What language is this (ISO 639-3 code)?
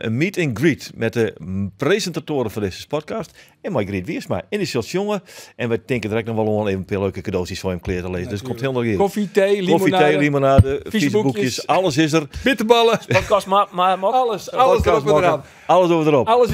fry